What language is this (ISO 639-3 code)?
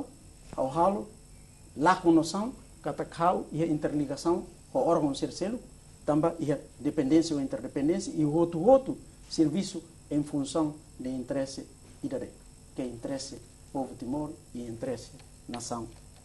tet